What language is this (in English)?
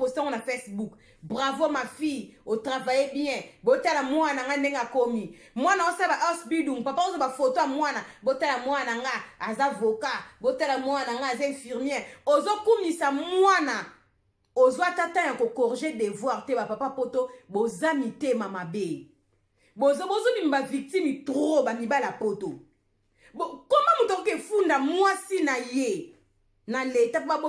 Lingala